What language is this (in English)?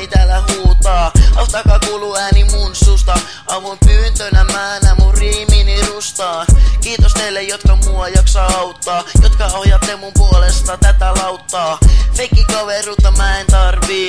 Finnish